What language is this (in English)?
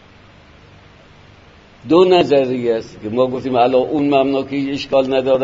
Persian